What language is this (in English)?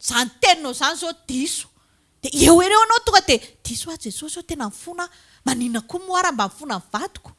Malagasy